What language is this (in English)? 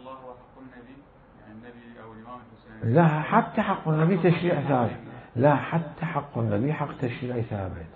Mesopotamian Arabic